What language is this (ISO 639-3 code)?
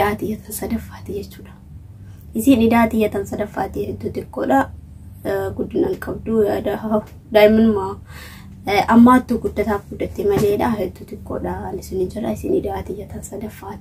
orm